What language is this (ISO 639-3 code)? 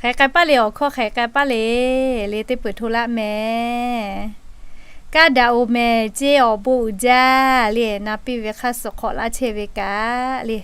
lhu